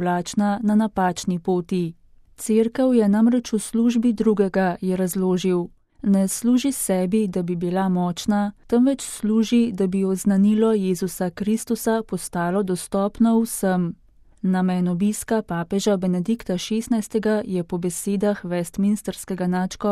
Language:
Slovenian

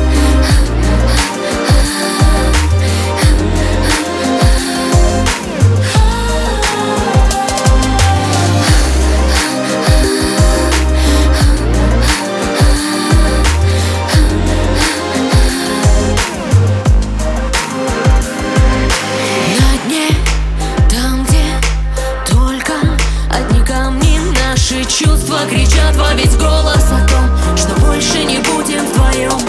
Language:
Russian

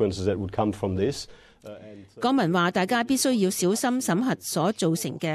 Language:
Cantonese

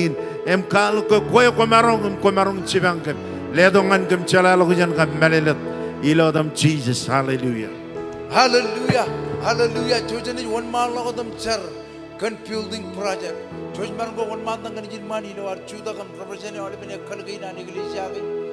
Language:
Marshallese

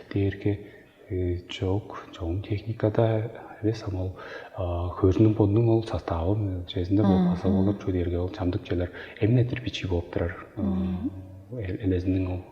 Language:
Tuvinian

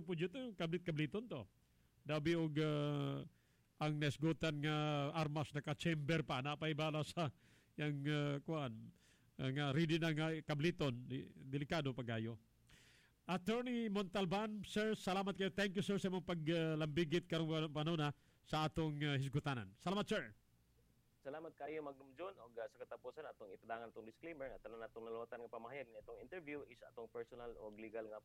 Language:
Cebuano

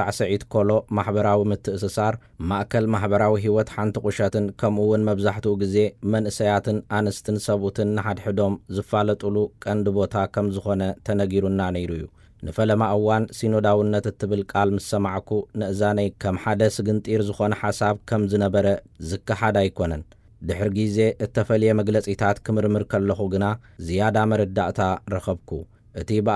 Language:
Tigrinya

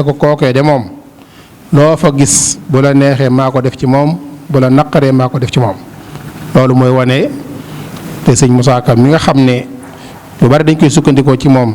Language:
Wolof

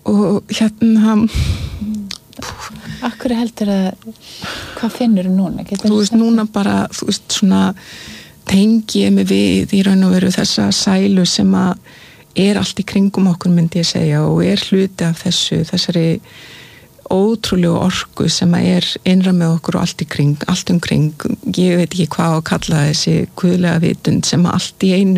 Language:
Icelandic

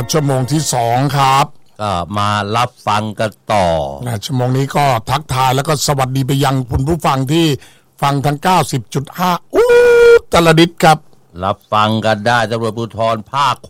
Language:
Thai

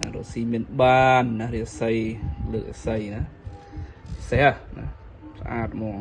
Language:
Khmer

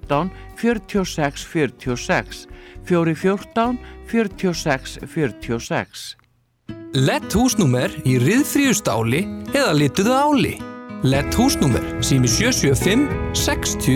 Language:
Icelandic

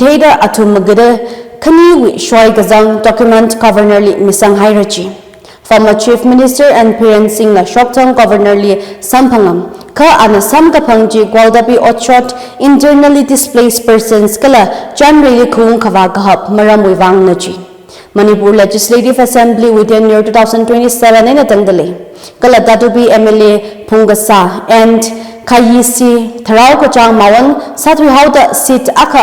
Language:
Tangkhul Naga (India)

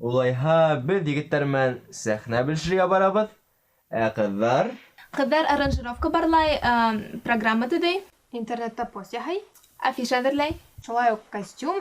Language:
Bashkir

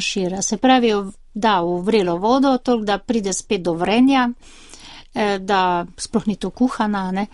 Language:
Slovenian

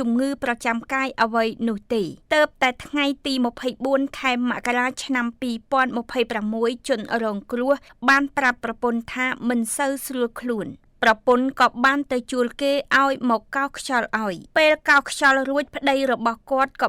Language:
Khmer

